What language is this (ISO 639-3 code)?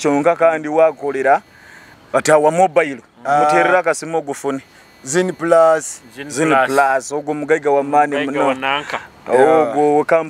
nyo